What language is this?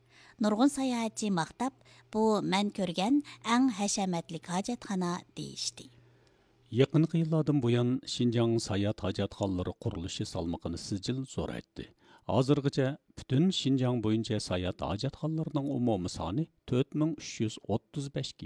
Uyghur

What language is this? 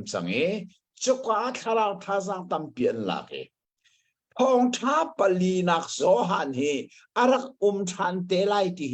Hakha Chin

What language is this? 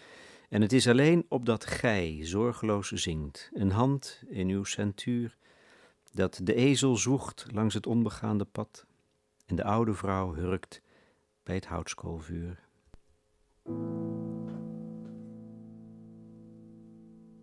Dutch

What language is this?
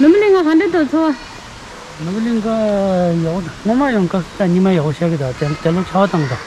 Tibetan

